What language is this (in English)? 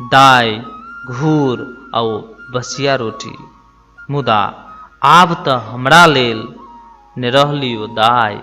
Maithili